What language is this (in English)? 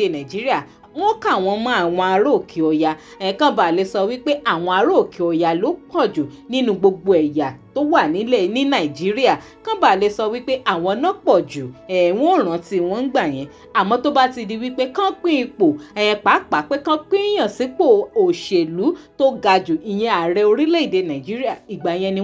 Yoruba